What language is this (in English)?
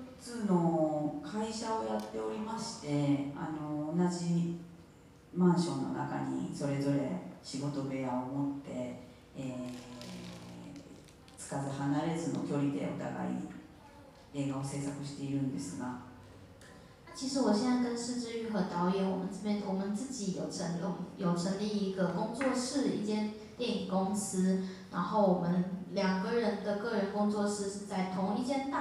Chinese